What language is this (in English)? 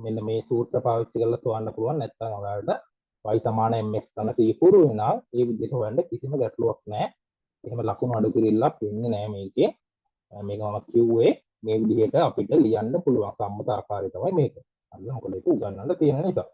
Sinhala